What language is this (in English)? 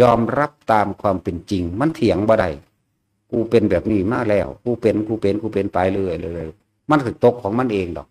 Northeastern Thai